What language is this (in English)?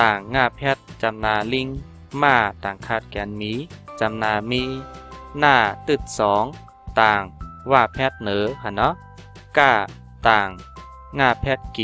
Shan